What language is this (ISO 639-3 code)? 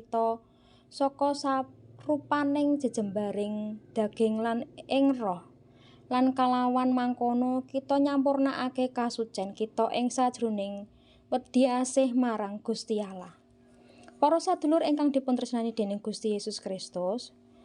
jav